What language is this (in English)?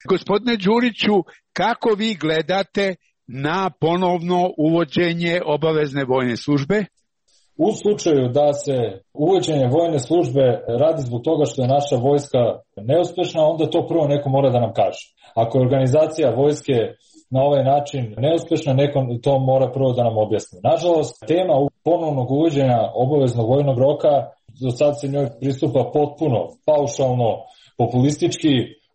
Serbian